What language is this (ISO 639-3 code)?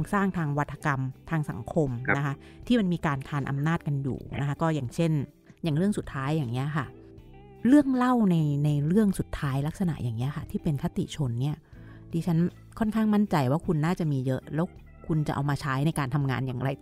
tha